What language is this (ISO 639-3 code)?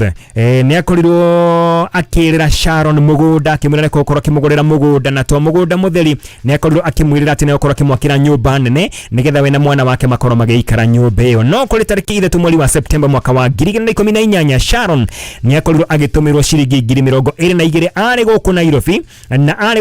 kik